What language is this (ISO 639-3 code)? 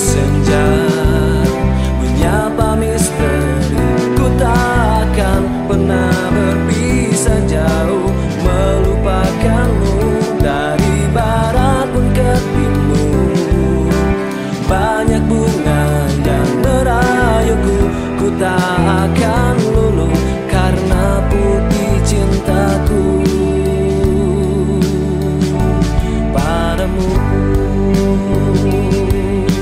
ind